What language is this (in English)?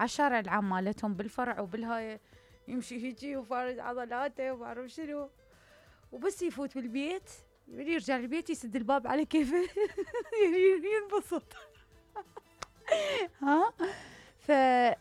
Mesopotamian Arabic